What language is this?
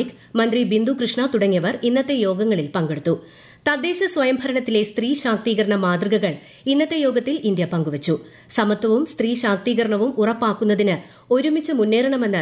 Malayalam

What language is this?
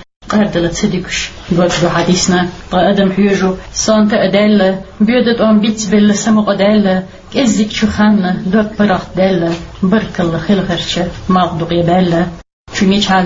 Chechen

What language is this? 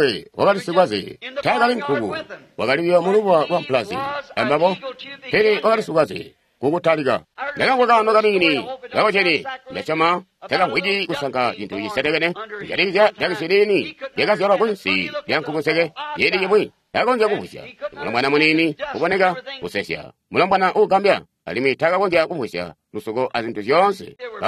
Tonga (Zambia)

